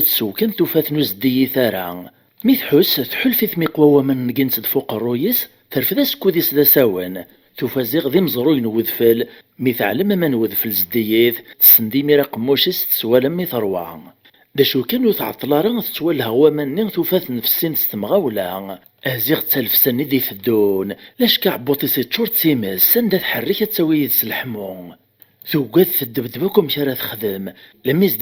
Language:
Kabyle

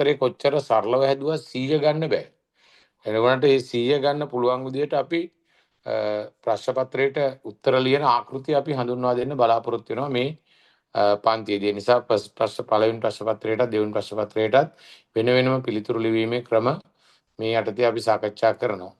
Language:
Sinhala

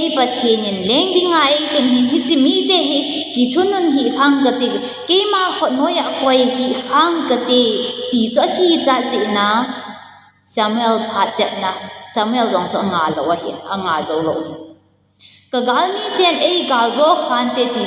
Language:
Thado Chin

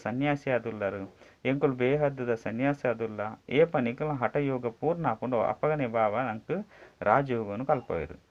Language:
Tulu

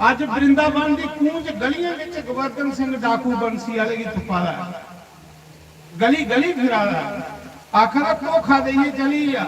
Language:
Dogri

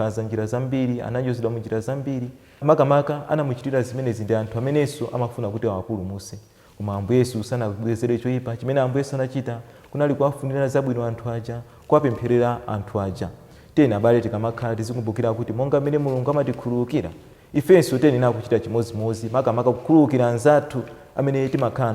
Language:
Nyanja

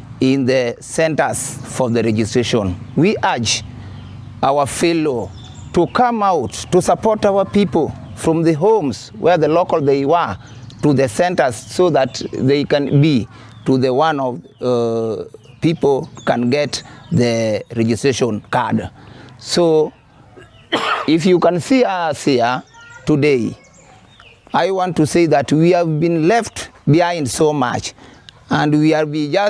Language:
Luo (Kenya and Tanzania)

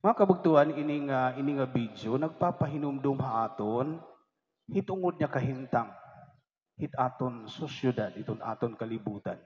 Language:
Waray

